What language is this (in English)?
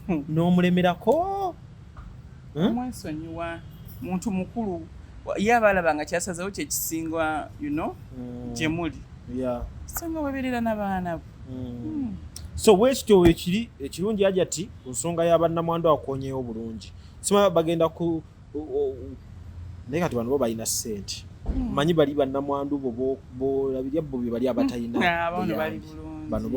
Ganda